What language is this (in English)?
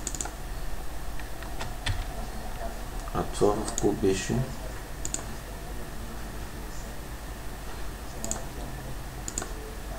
Bulgarian